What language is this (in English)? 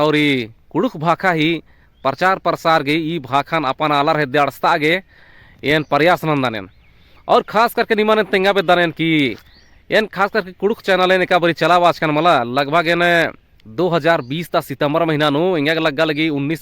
Kurukh